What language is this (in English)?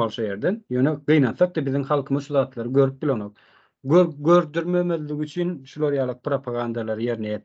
Turkmen